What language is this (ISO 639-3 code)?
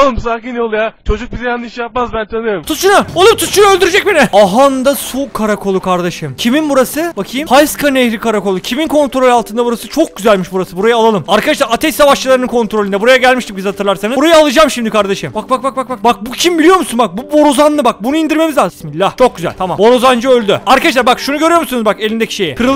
tur